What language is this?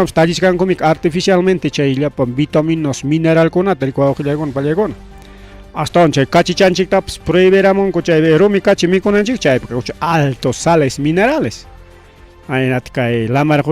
Ayacucho Quechua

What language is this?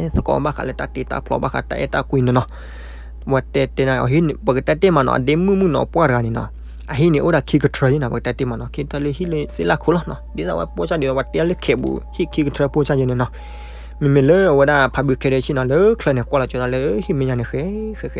S'gaw Karen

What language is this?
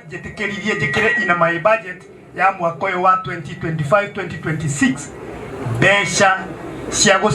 Kikuyu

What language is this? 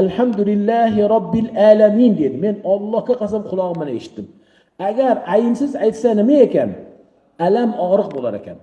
Uzbek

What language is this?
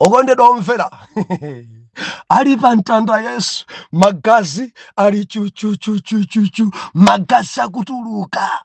Nyanja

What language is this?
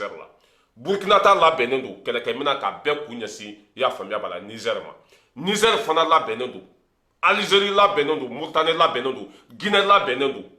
Bambara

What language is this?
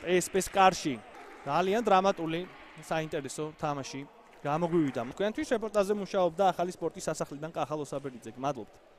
Georgian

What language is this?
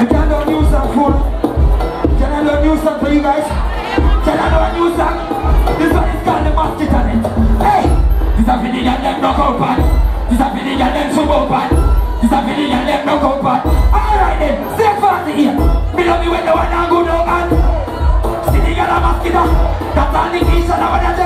Jamaican Creole English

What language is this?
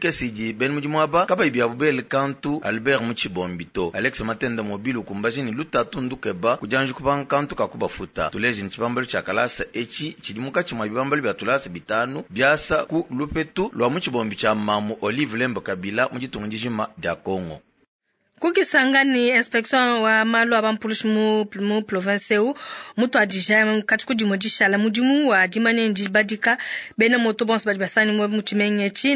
Luba-Lulua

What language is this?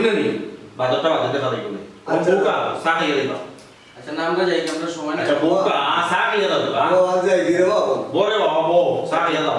Sylheti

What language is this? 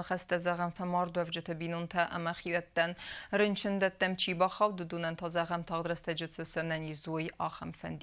Ossetic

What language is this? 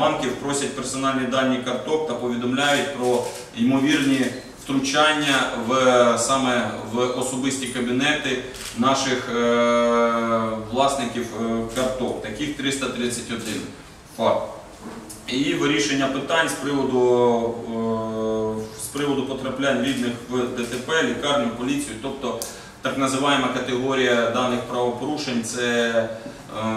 Ukrainian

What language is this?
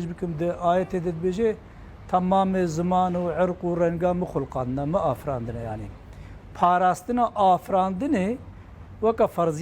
Kurdish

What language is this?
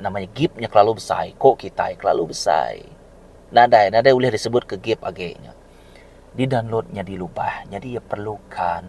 Iban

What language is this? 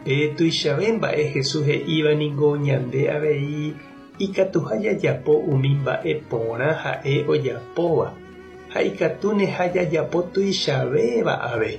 Guarani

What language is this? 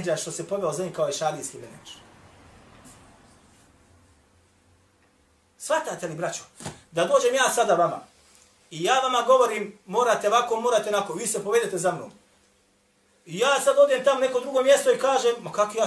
Bosnian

